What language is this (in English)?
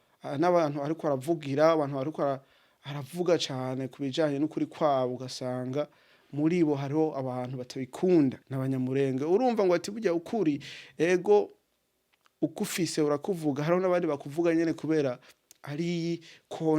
Rundi